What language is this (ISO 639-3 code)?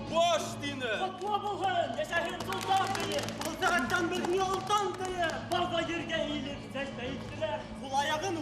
bak